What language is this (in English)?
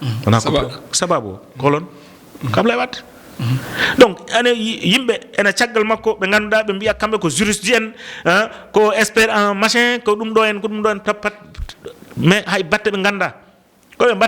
Fula